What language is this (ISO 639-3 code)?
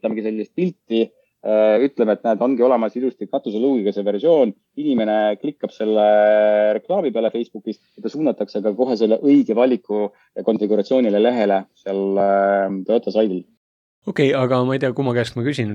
est